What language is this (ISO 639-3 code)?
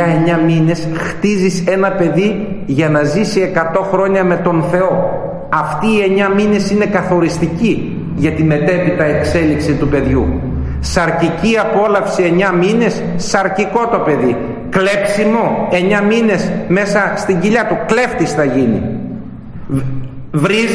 ell